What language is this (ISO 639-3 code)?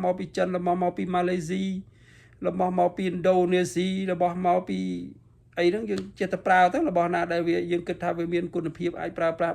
khm